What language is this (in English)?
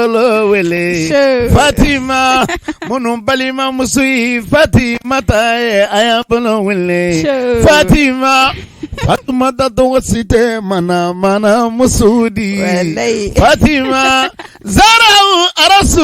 Bambara